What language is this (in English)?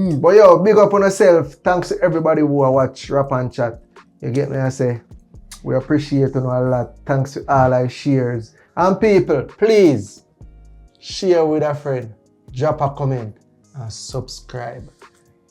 Jamaican Creole English